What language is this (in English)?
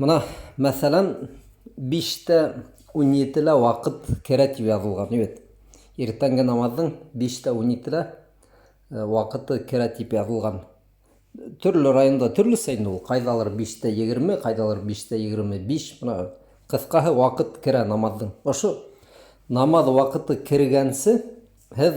Bashkir